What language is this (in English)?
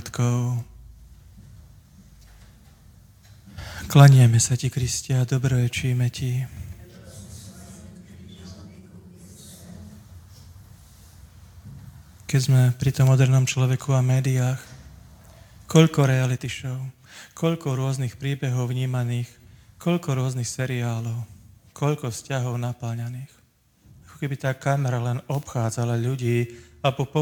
Slovak